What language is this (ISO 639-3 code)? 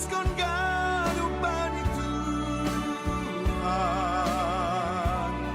bts